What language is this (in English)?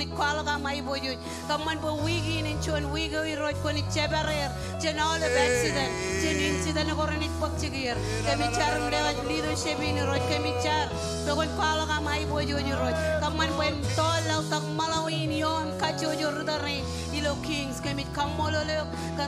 Marshallese